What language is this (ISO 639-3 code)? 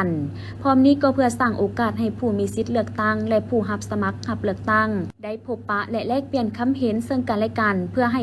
lao